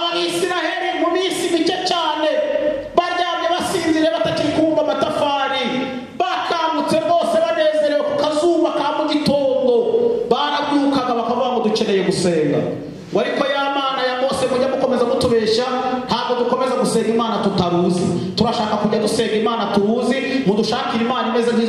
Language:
Kinyarwanda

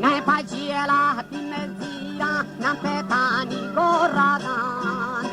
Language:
Baluchi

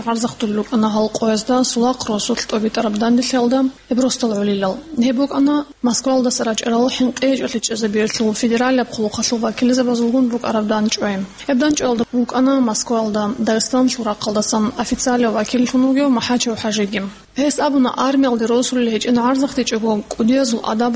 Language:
Avaric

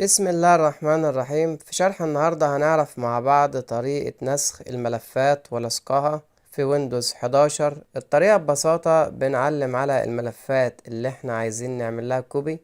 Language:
Egyptian Arabic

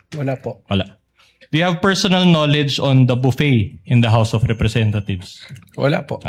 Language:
Filipino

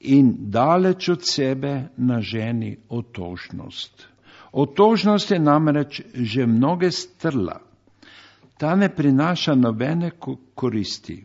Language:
Slovenian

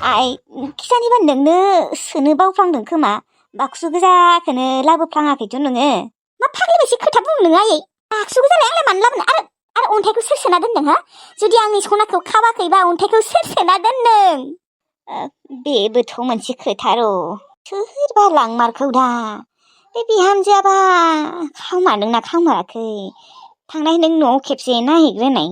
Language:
Bodo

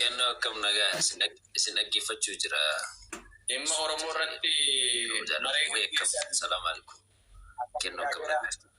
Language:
Oromo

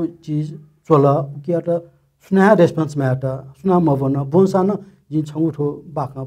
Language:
Newari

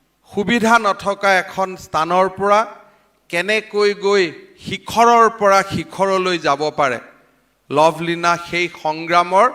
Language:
Assamese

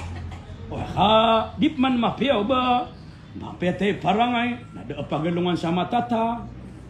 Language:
Maranao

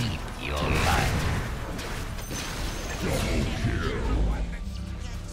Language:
English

